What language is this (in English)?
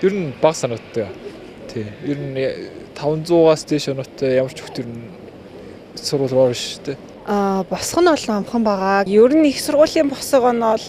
Mongolian